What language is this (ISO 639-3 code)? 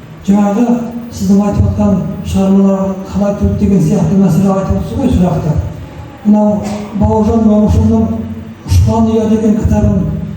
kaz